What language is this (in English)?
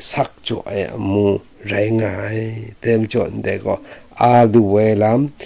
Kachin